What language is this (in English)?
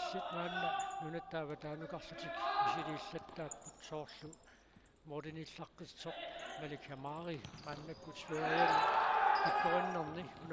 Kalaallisut